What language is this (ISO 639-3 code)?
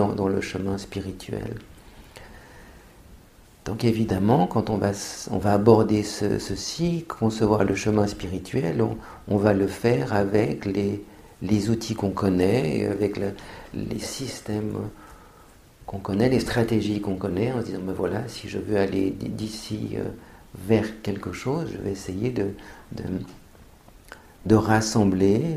fra